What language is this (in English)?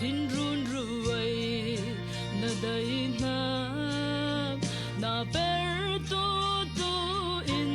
Falam Chin